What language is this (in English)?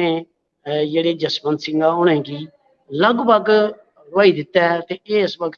Dogri